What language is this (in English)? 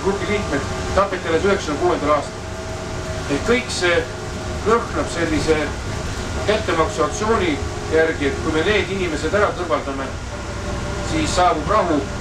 Estonian